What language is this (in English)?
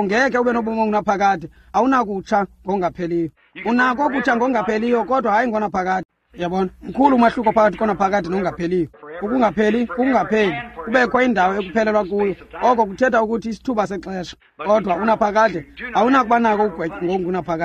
Xhosa